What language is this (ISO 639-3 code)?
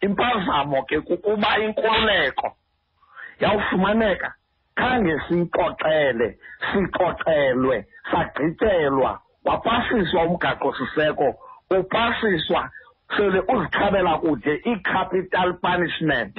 xho